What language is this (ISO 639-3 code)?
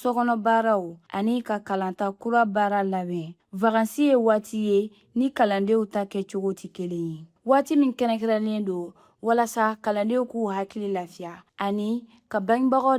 bam